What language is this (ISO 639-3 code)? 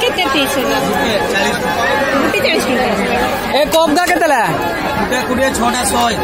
sat